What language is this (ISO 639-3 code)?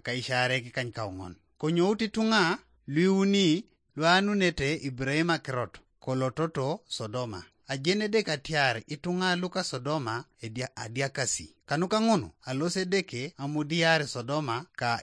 teo